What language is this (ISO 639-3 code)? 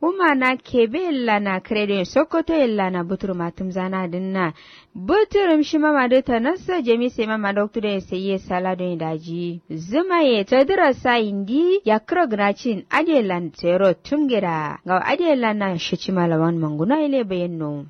kau